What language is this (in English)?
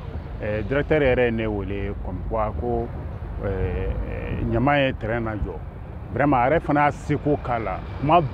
Bambara